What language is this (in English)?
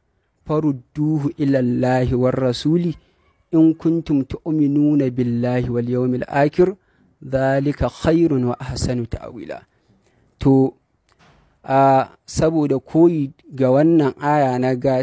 Hausa